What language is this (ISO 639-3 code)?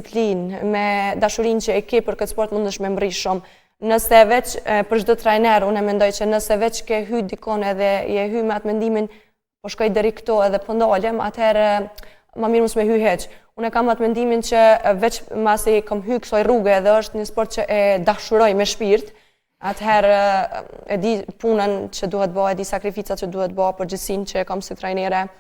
sqi